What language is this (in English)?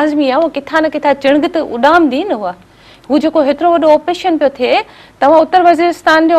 Sindhi